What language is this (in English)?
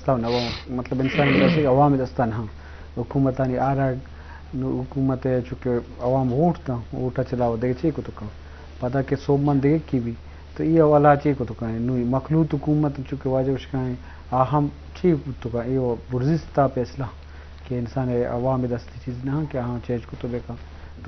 Eastern Balochi